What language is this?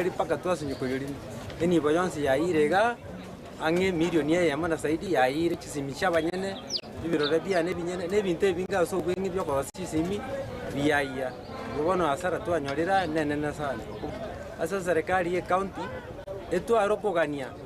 Gusii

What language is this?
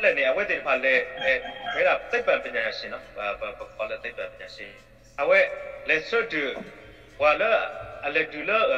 S'gaw Karen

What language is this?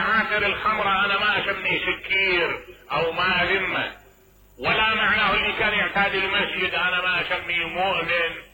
Mesopotamian Arabic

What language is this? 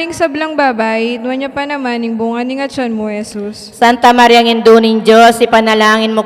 Pampanga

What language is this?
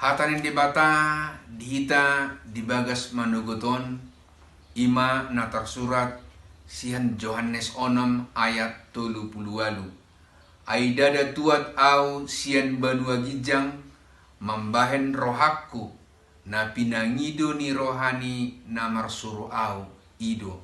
Batak Toba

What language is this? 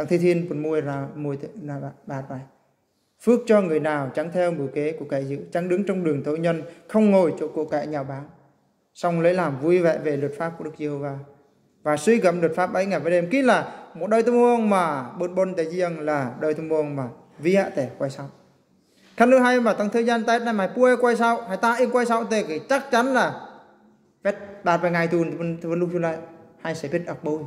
Eastern Bru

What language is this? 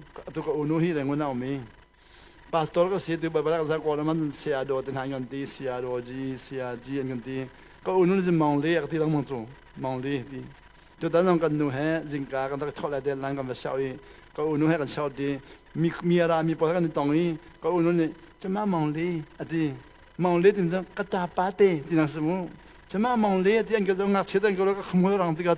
Hakha Chin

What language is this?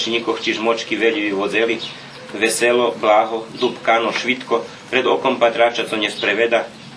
Rusyn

